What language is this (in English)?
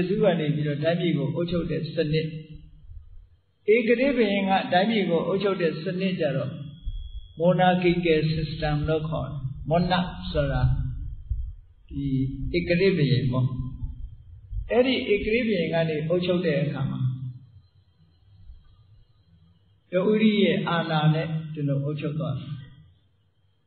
Burmese